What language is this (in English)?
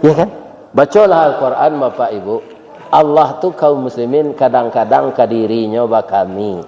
Minangkabau